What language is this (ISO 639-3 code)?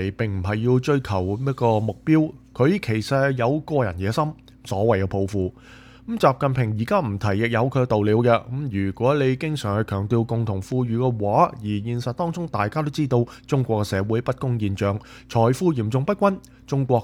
yue